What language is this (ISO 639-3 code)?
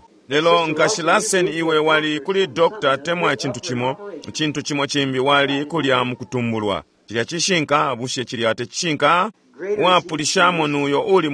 bem